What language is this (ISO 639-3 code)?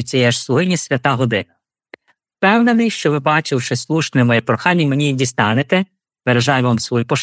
ukr